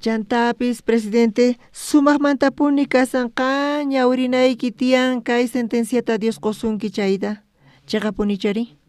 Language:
South Bolivian Quechua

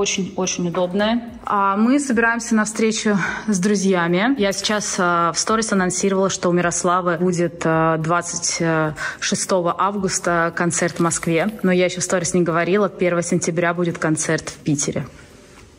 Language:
Russian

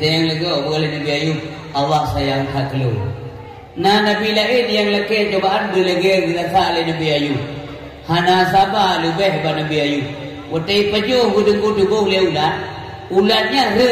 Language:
Achinese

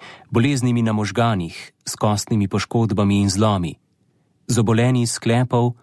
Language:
Slovenian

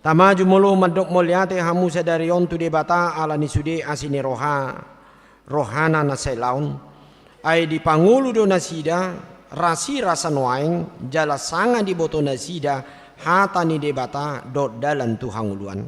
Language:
Batak Toba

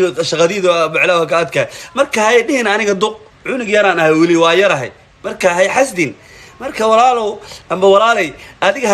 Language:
Somali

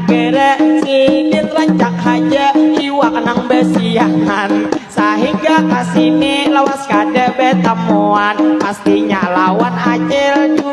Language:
Banjar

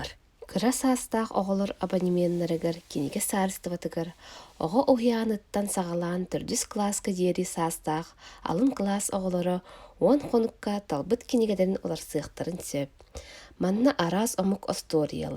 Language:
Yakut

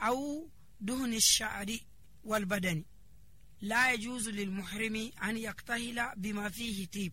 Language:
Nigerian Fulfulde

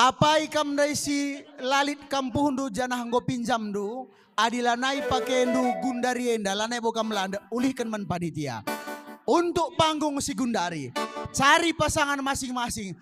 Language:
Batak Karo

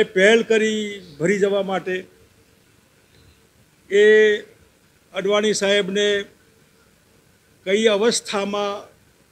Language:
Gujarati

